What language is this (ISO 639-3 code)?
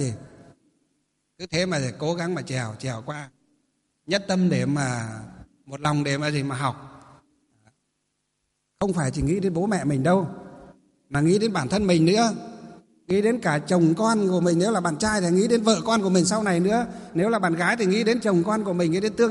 vie